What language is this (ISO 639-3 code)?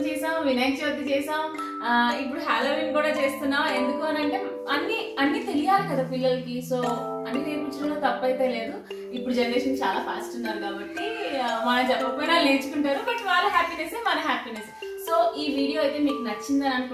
tel